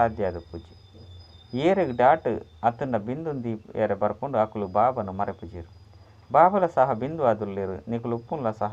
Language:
Tulu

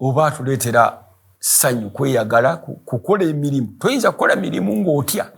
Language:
Ganda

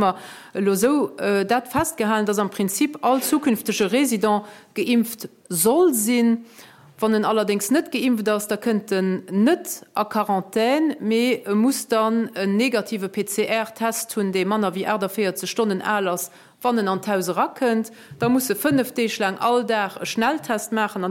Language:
Luxembourgish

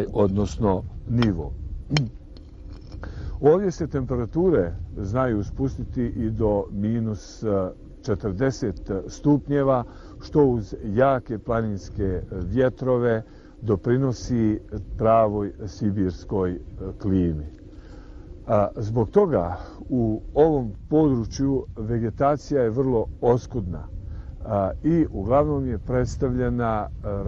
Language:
Bosnian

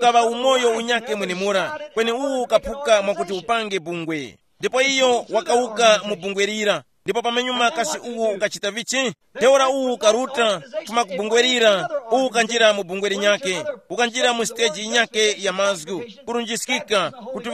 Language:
Tumbuka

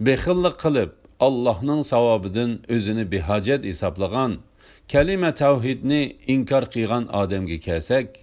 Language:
Uyghur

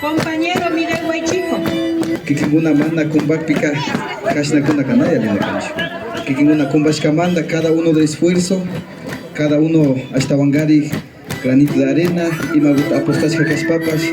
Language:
Imbabura Highland Quichua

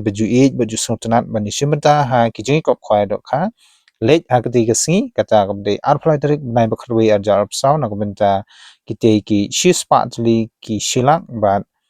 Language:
Khasi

